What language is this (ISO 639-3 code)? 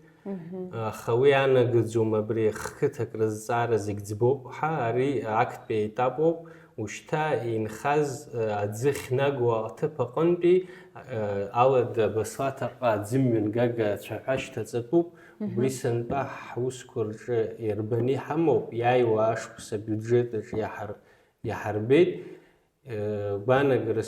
abk